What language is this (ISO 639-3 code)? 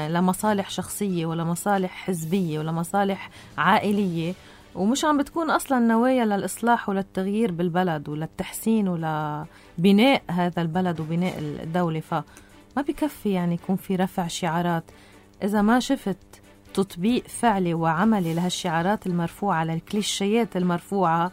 apc